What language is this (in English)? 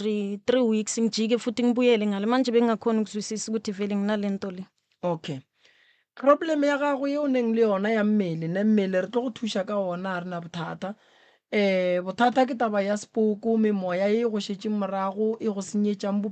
Northern Sotho